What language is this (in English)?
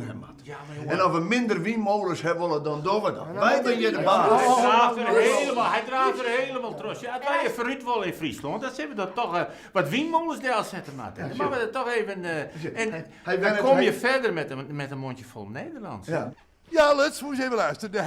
Western Frisian